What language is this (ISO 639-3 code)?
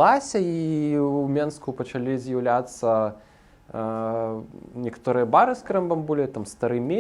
bel